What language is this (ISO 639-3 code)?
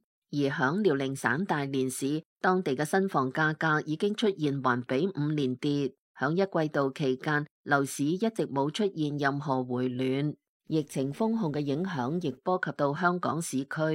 yue